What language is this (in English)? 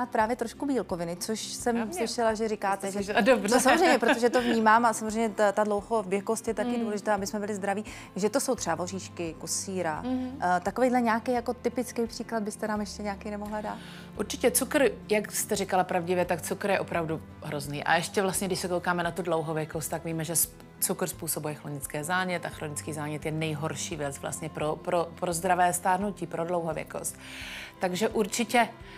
Czech